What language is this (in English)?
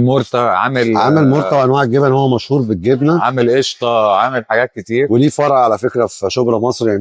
Egyptian Arabic